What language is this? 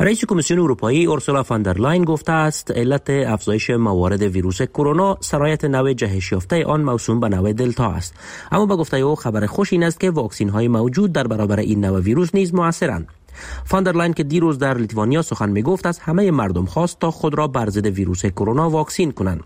Persian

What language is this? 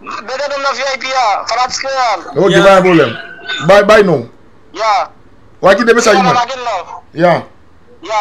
Haitian Creole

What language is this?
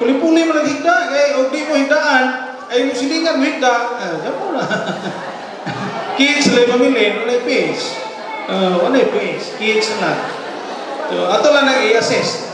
Cebuano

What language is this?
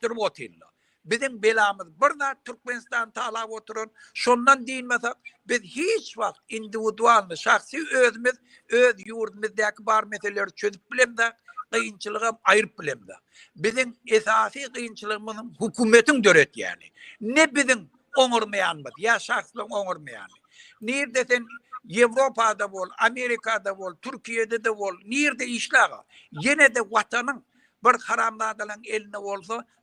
Turkmen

